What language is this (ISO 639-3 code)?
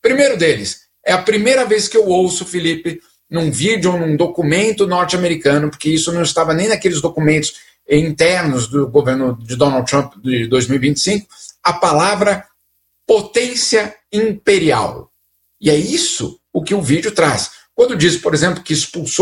por